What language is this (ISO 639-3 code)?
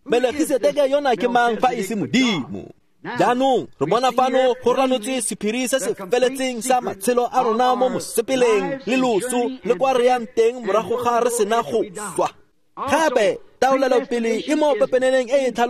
tsn